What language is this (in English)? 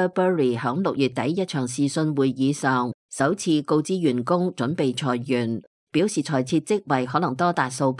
Cantonese